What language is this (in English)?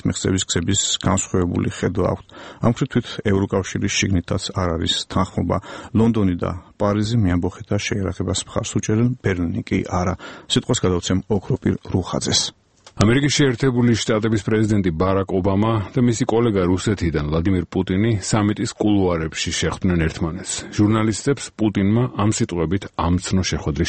Georgian